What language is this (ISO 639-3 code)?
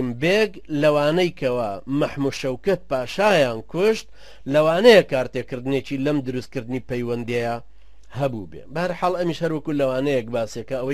ckb